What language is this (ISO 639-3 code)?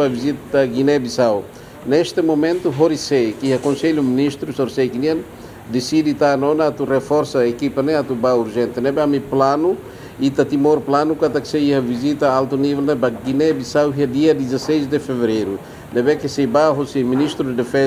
tet